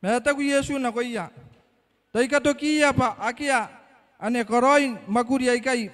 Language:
Gilbertese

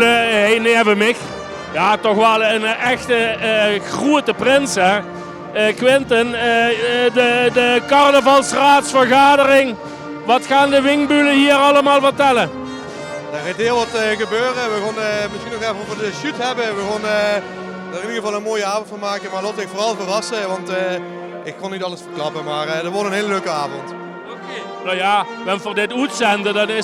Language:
Limburgish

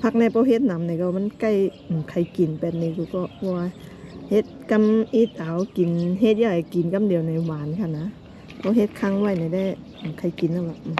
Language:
Shan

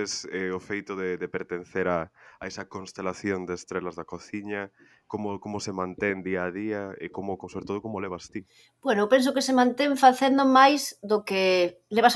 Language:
Galician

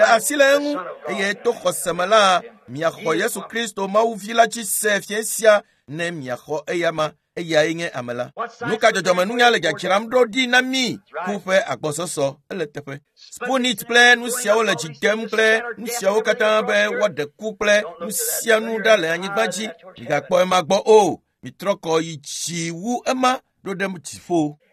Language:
Ewe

